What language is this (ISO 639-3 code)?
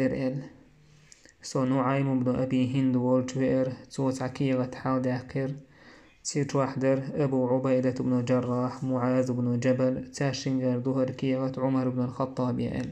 che